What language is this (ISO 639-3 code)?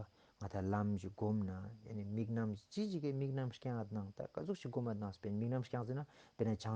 lbj